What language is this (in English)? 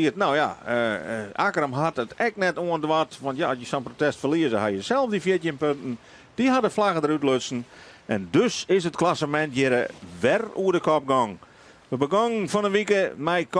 Western Frisian